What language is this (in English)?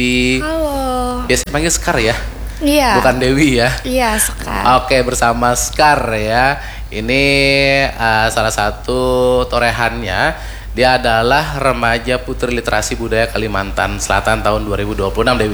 Indonesian